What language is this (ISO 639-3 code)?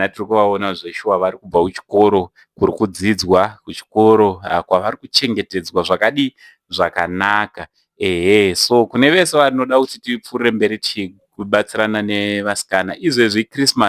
sna